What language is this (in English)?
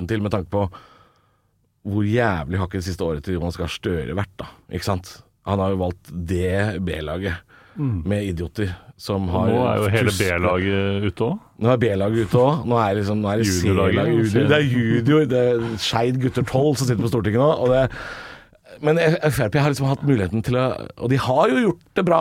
Norwegian